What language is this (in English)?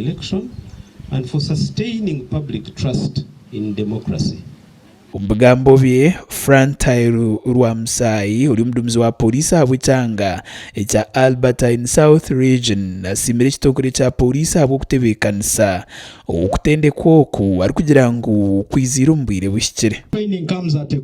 Nyankole